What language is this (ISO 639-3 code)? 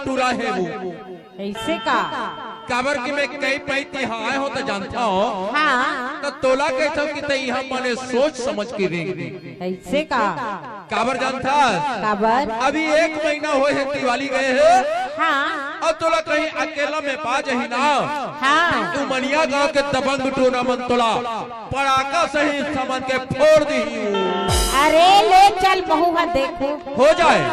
hne